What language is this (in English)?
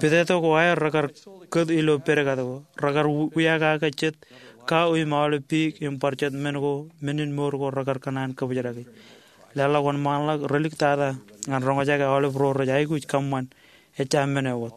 Marshallese